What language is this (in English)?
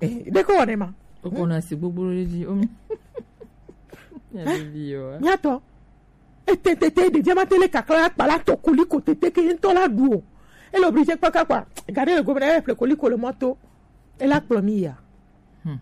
Gen